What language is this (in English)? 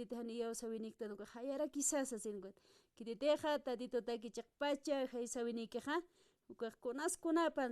Aymara